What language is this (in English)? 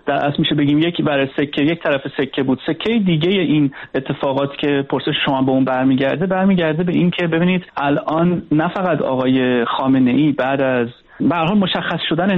Persian